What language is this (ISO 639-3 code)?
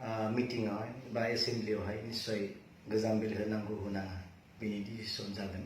brx